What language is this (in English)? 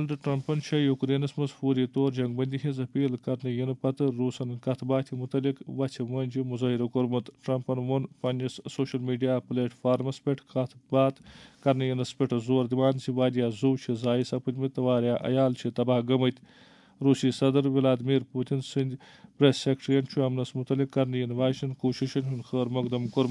Kashmiri